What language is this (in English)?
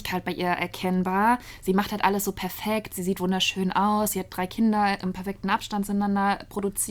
German